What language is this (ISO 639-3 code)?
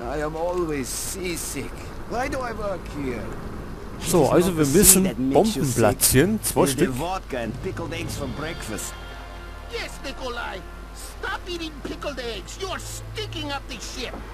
bar